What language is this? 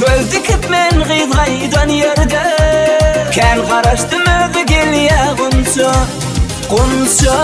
Turkmen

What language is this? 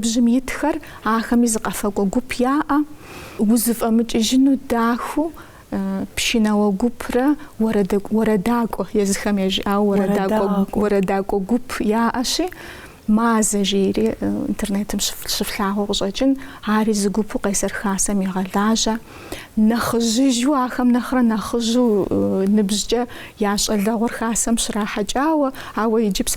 Kabardian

